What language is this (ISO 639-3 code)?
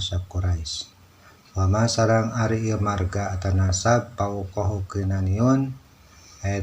sun